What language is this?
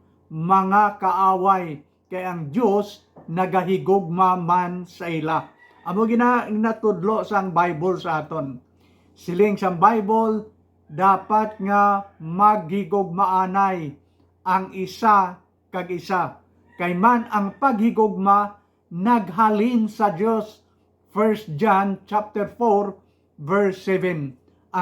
Hiligaynon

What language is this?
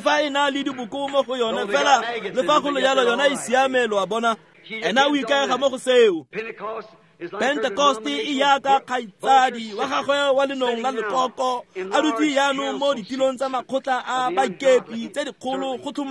Tswana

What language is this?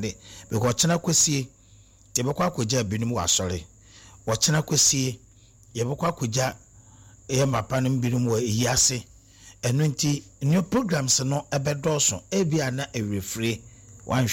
Akan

